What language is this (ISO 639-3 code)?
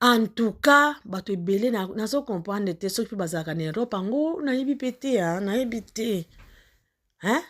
lin